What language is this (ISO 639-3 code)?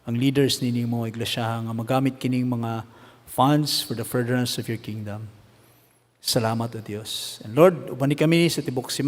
ceb